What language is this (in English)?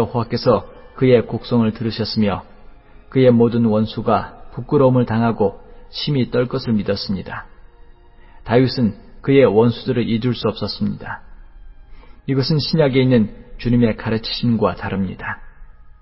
Korean